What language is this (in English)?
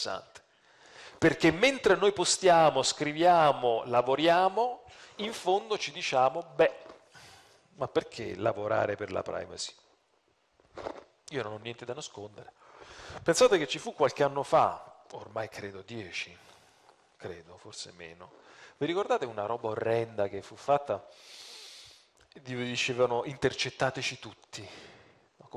Italian